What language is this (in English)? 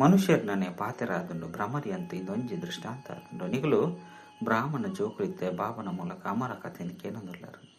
Tulu